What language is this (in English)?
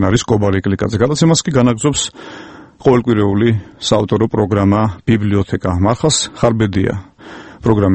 Georgian